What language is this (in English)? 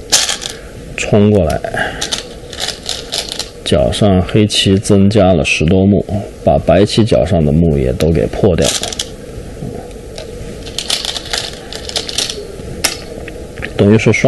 Chinese